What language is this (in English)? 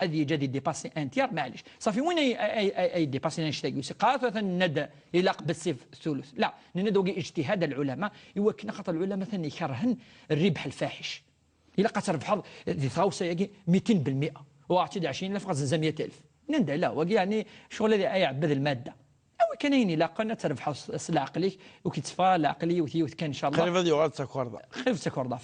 Kabyle